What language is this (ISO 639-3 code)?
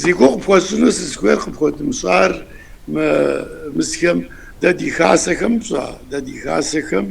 kbd